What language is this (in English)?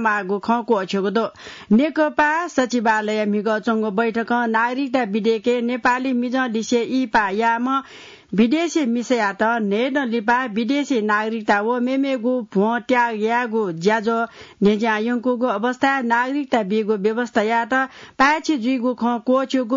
Newari